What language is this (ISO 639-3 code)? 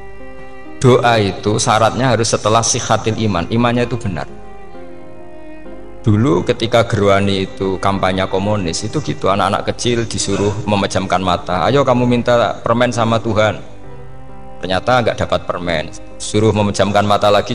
ind